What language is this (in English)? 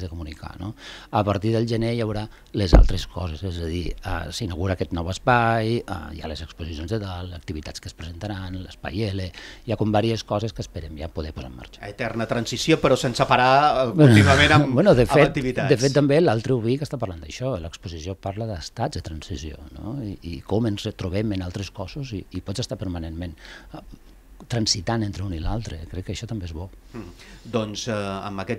Catalan